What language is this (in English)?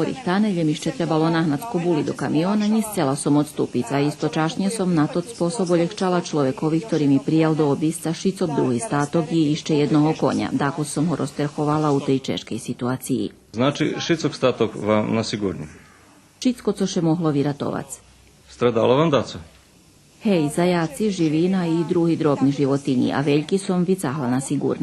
Rusyn